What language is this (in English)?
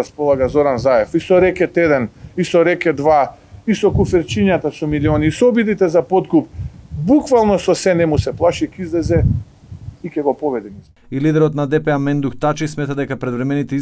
Macedonian